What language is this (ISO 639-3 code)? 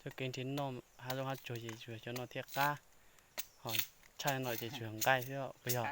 hmn